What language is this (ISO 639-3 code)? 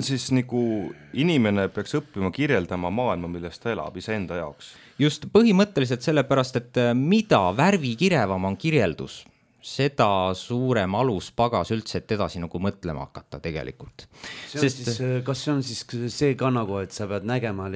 est